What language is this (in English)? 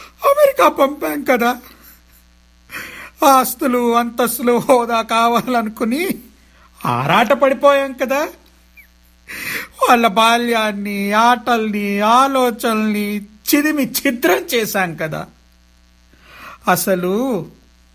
Telugu